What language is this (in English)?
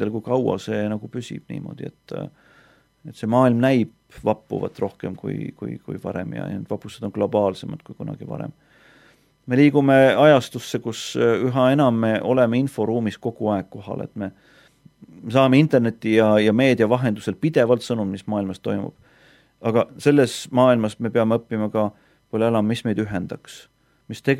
Estonian